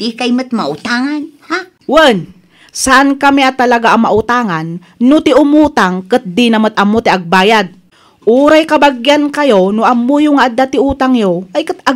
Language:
Iloko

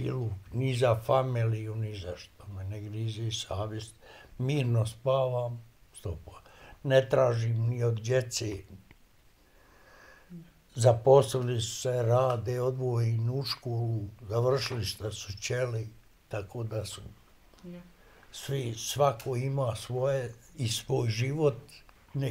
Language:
Bosnian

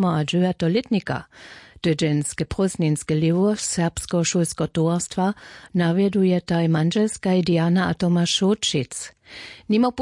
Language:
Upper Sorbian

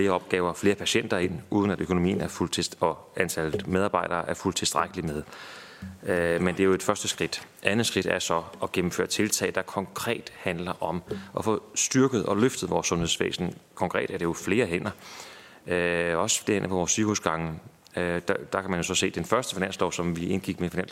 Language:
Danish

